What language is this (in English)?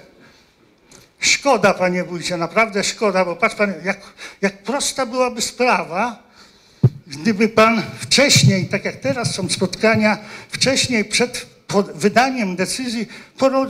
Polish